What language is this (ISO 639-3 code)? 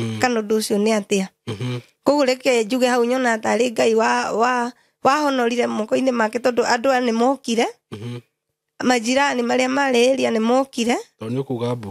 kik